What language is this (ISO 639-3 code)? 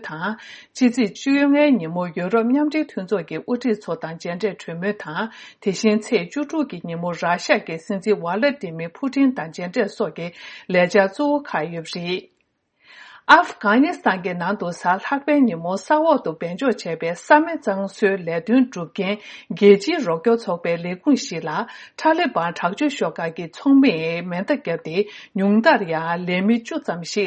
bod